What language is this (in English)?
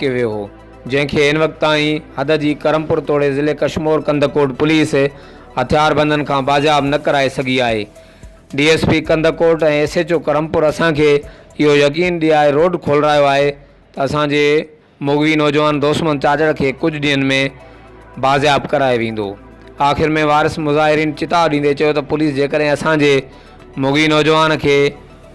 Sindhi